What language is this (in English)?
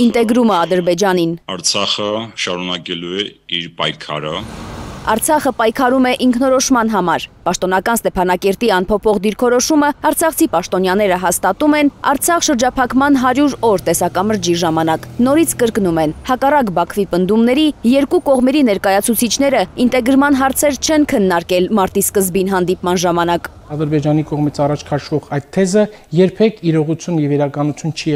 Armenian